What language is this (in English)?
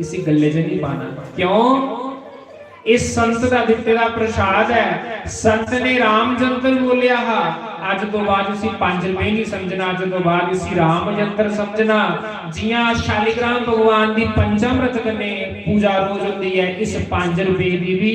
Dogri